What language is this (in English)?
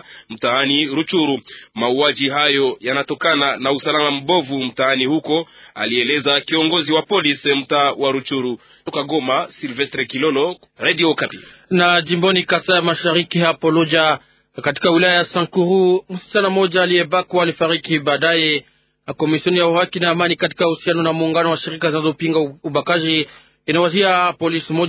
Swahili